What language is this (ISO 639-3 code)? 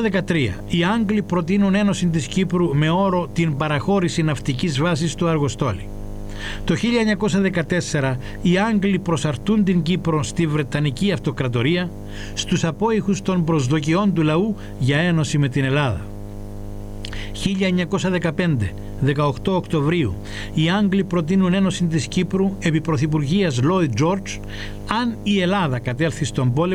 ell